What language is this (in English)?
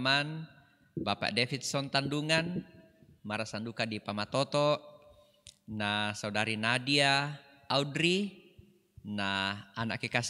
Toraja-Sa'dan